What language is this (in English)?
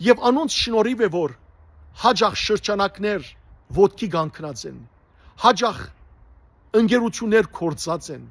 Western Armenian